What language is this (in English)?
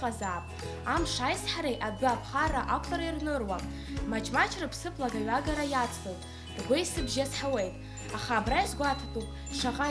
Abkhazian